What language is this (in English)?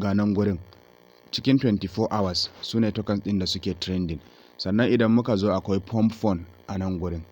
Hausa